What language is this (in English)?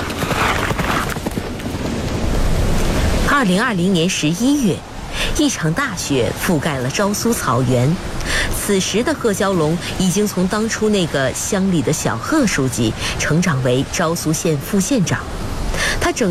Chinese